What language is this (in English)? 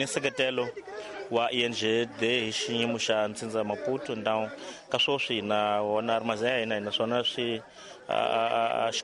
Tsonga